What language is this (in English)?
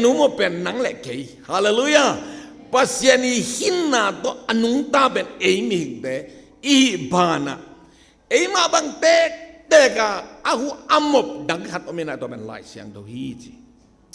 Tedim Chin